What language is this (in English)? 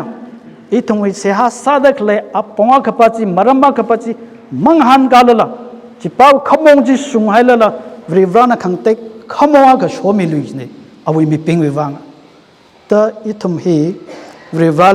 Tangkhul Naga (India)